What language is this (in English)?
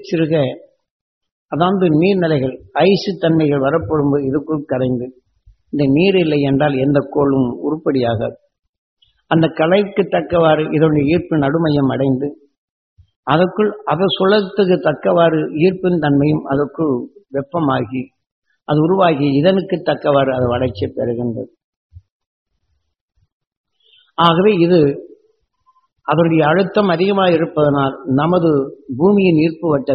Tamil